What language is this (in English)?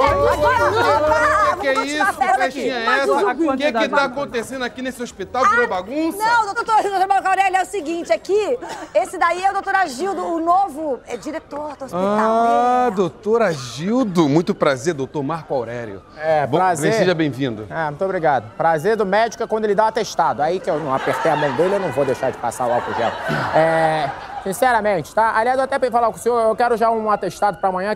Portuguese